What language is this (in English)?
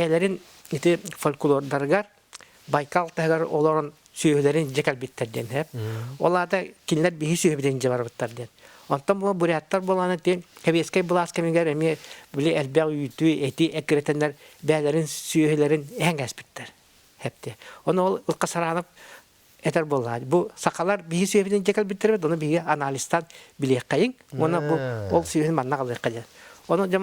Yakut